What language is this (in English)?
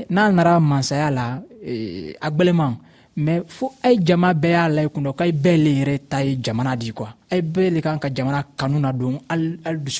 Dyula